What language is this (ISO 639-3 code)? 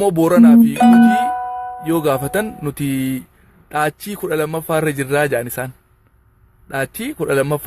orm